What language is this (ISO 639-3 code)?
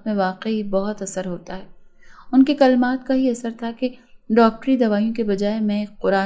urd